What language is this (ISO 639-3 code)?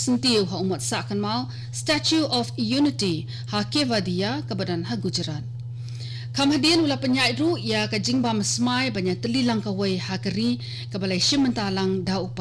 kha